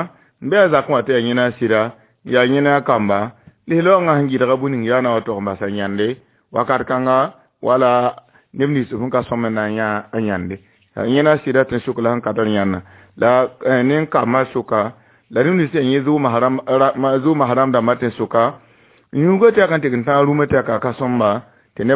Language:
Mossi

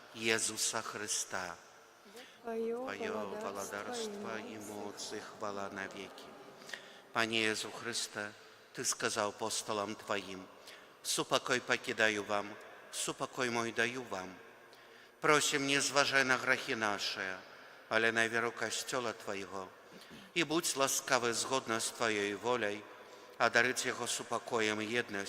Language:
Belarusian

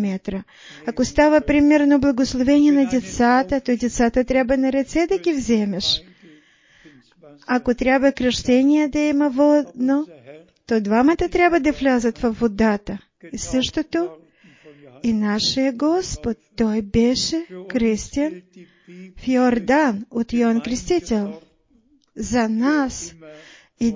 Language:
Bulgarian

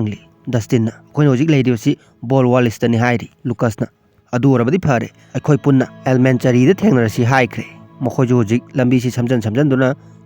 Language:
Manipuri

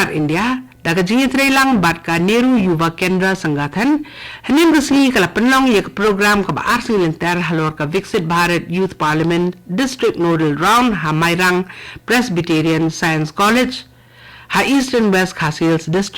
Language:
Khasi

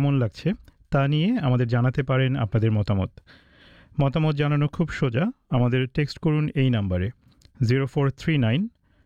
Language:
Bangla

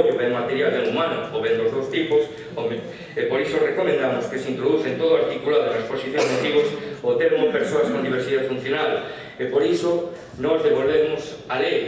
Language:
Galician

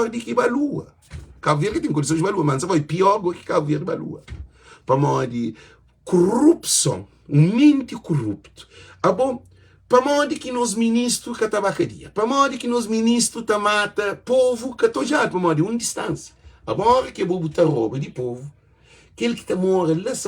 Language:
Kabuverdianu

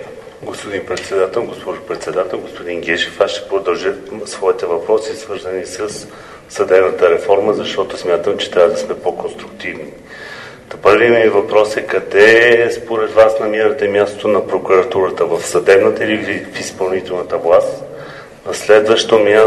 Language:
Bulgarian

